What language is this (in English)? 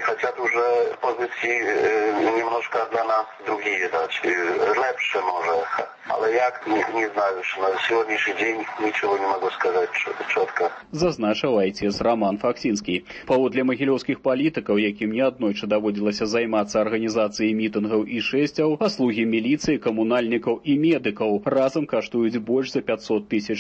Belarusian